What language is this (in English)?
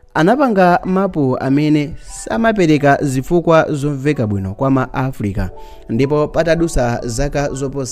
Nyanja